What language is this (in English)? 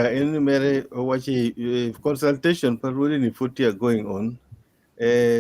Acoli